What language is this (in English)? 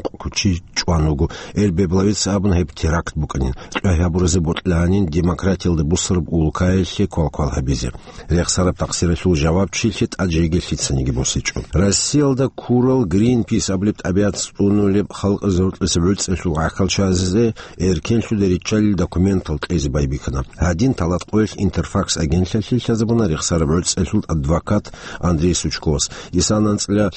Avaric